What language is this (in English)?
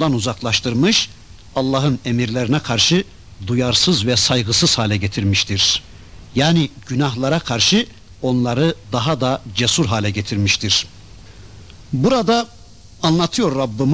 Turkish